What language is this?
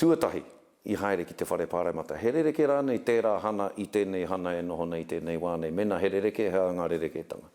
Māori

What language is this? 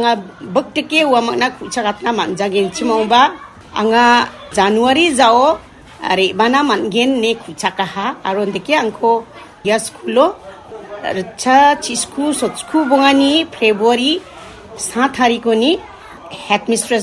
Garo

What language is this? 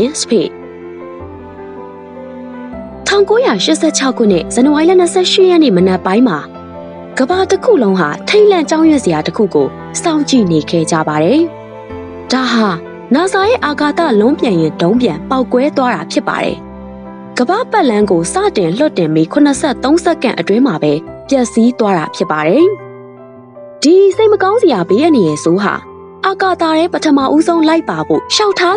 Burmese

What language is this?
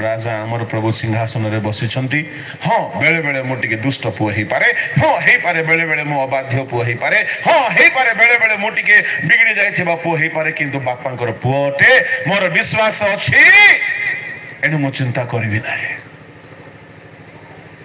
Odia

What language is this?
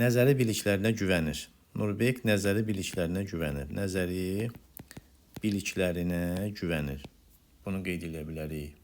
Azerbaijani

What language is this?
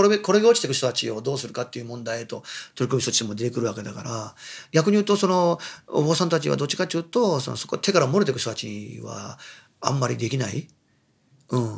Japanese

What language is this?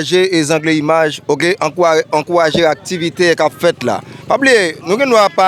Haitian Creole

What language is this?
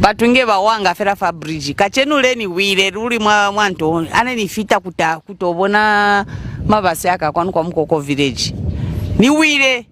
Lozi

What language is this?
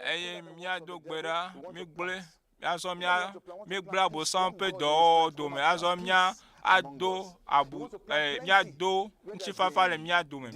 Ewe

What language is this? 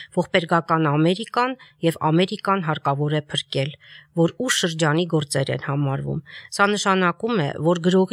Armenian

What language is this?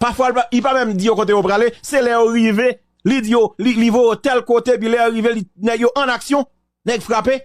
Haitian Creole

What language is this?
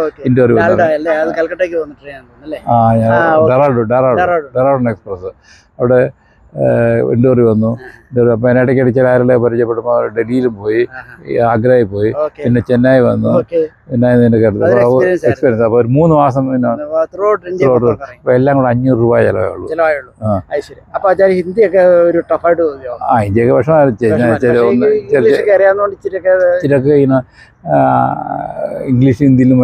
Malayalam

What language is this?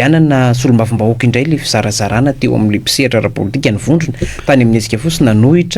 Malagasy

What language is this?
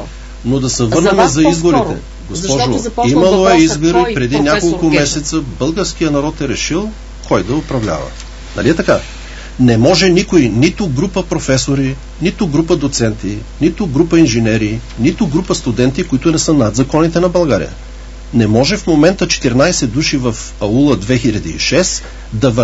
Bulgarian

